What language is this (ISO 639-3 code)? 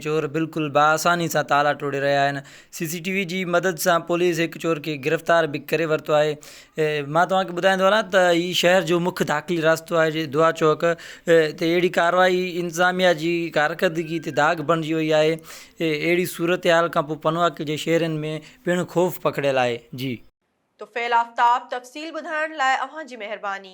snd